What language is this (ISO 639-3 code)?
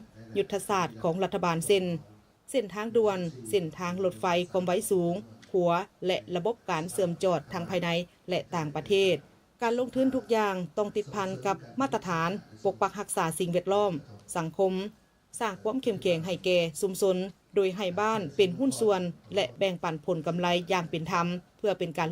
lao